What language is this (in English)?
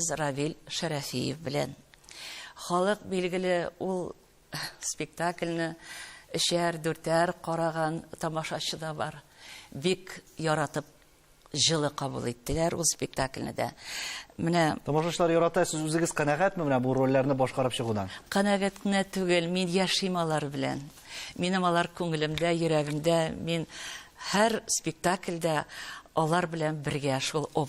Tatar